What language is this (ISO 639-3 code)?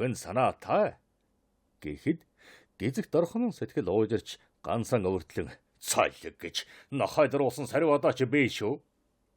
mon